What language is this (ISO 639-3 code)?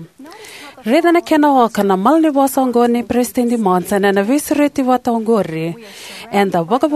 fij